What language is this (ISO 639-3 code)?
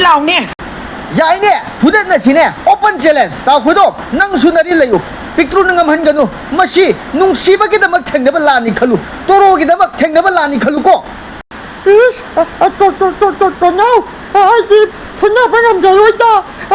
mni